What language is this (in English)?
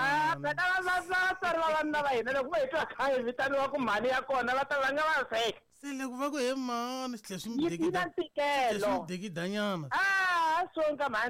Tsonga